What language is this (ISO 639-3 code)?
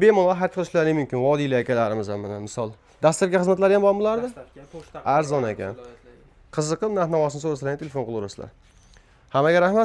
uzb